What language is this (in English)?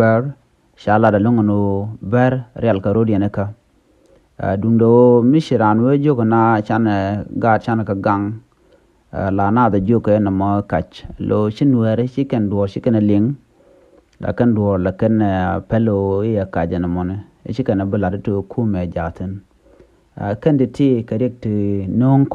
Nuer